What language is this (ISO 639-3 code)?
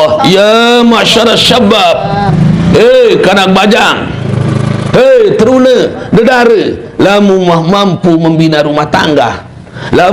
sas